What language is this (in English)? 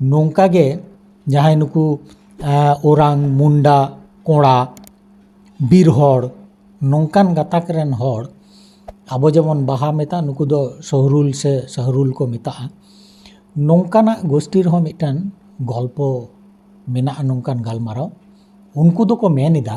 Santali